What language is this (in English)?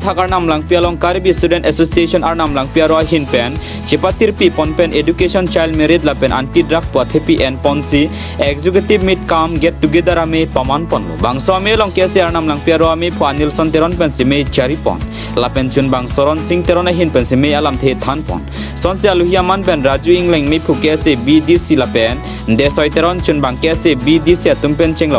Karbi